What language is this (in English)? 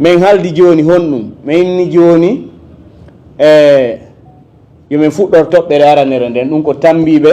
Fula